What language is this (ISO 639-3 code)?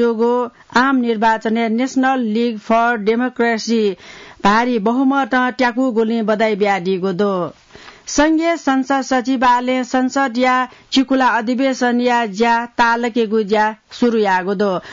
new